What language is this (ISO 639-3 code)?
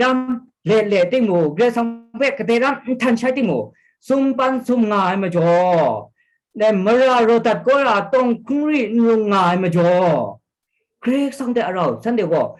kac